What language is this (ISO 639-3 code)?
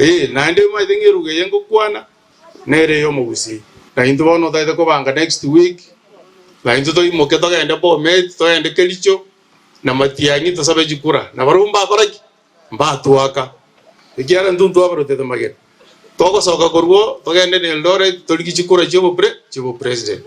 guz